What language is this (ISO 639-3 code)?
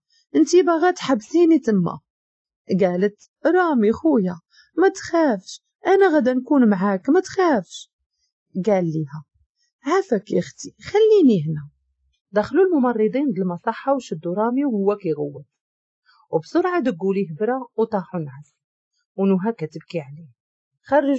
ary